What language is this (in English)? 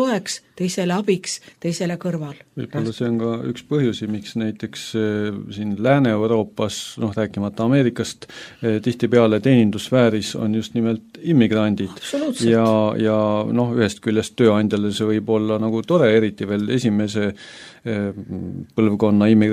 Estonian